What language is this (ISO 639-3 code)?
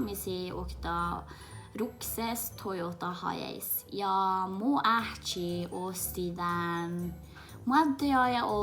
sme